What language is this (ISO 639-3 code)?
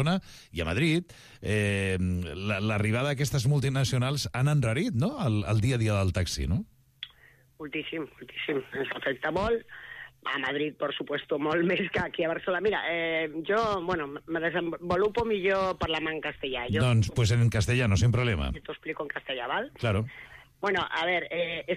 cat